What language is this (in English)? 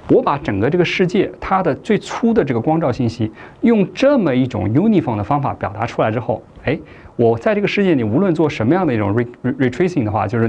Chinese